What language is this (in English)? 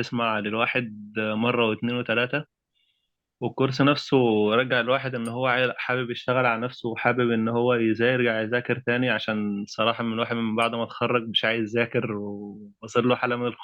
Egyptian Arabic